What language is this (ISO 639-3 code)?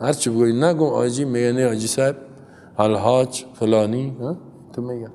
fas